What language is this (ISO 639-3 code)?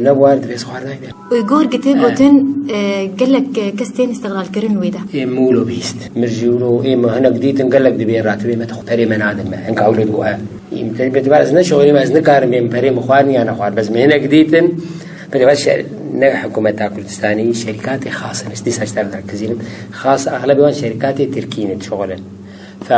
kur